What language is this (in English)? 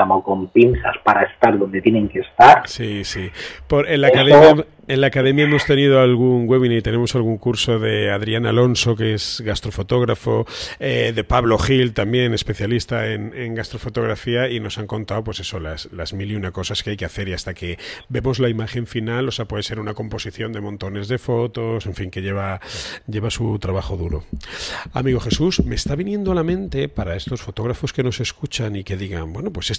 Spanish